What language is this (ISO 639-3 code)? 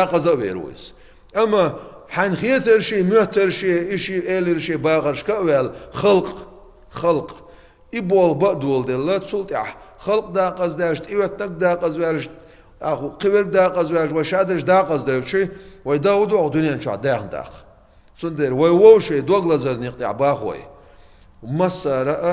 che